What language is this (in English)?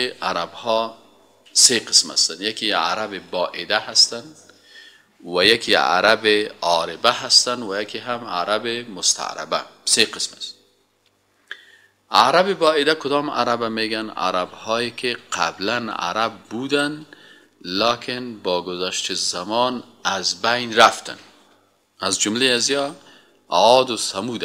Persian